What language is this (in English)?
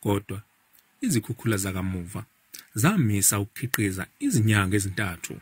Zulu